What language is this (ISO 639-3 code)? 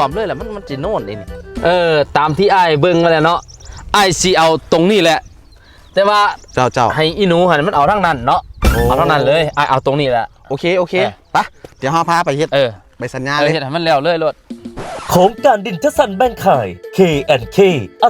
lao